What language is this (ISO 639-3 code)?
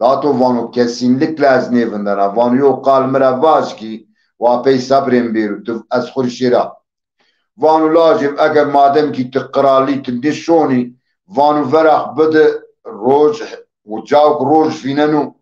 zza